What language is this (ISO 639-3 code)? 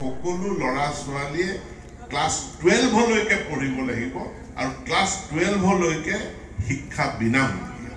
asm